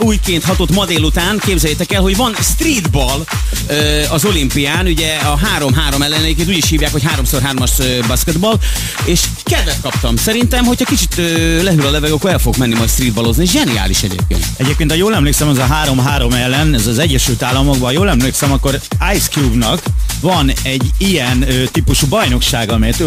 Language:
Hungarian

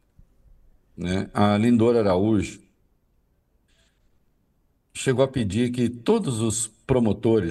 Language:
Portuguese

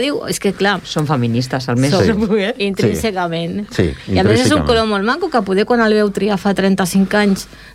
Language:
Catalan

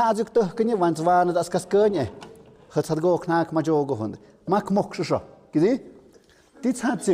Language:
Tlahuitoltepec Mixe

